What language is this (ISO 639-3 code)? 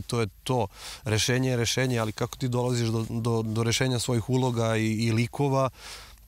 srp